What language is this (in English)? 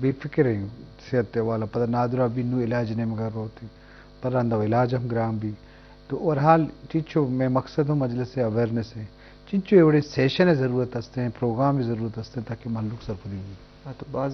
Eastern Balochi